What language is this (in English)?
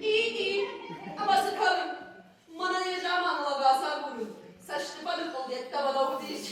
Ossetic